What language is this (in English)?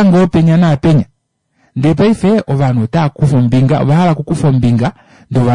Kuanyama